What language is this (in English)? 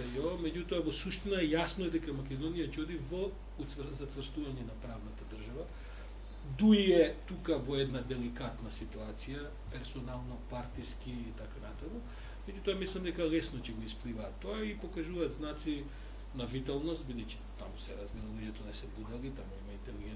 Macedonian